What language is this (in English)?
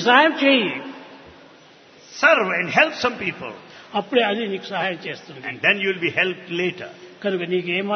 Telugu